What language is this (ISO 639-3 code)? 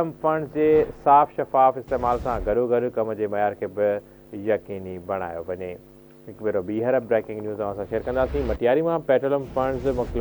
snd